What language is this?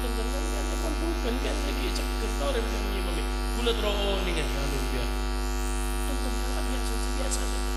Madurese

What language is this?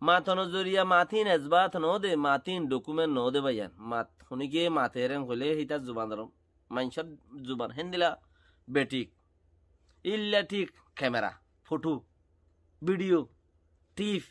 Rohingya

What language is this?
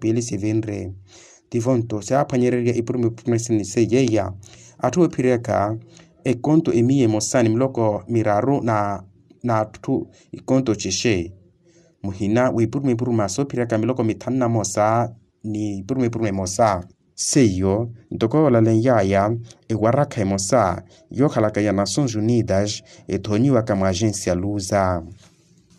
Makhuwa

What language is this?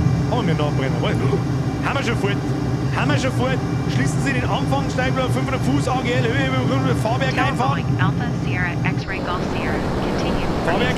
Bavarian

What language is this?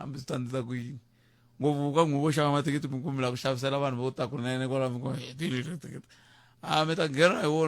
Tsonga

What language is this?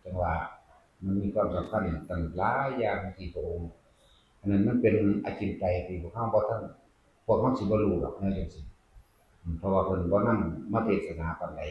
Northeastern Thai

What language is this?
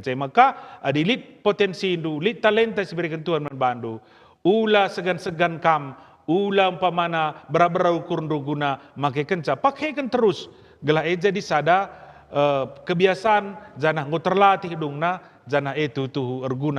Batak Karo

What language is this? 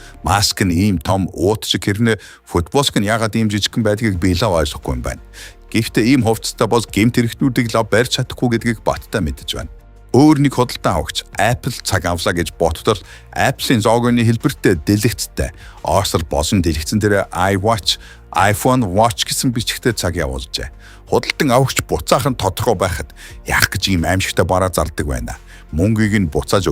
Mongolian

